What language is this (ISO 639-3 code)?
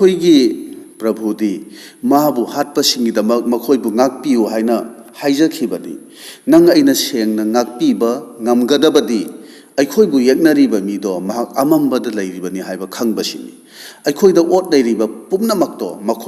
mni